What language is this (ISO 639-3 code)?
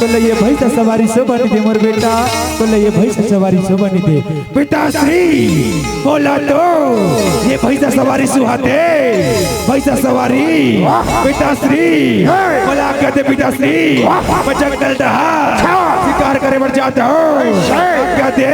hne